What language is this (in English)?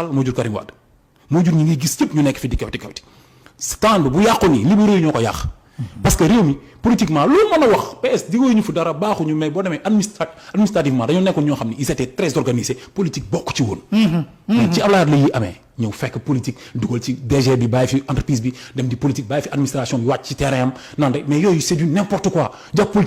Wolof